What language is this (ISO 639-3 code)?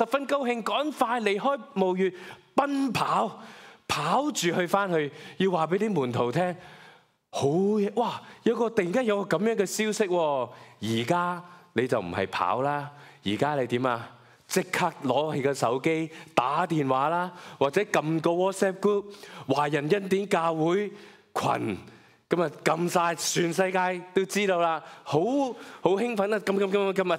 yue